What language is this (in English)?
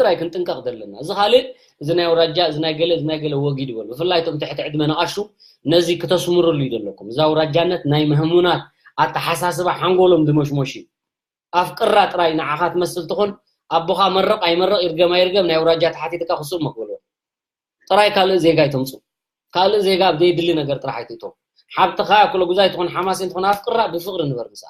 Tigrinya